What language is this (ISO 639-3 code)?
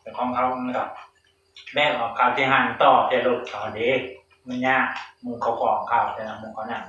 tts